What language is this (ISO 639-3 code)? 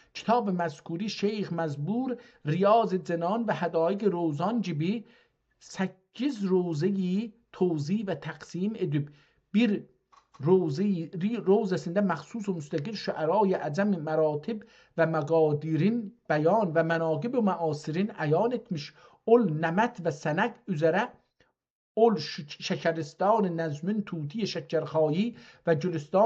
azb